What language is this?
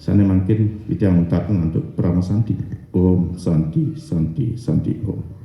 Balinese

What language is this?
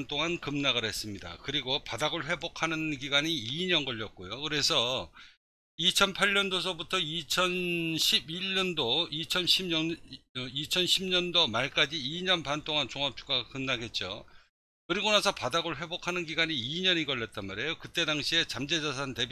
Korean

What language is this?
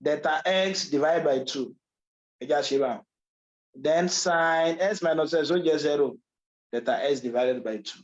Yoruba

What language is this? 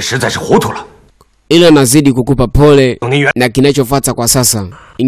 Swahili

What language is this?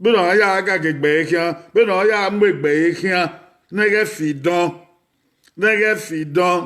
Bini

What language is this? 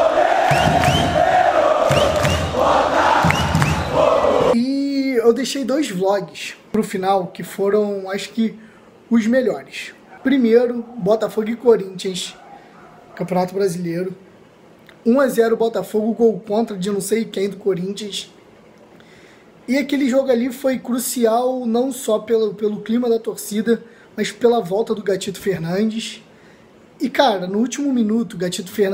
Portuguese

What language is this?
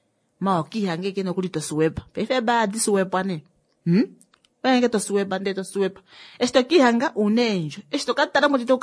Kuanyama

